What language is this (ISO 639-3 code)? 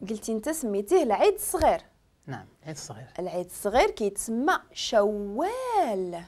ary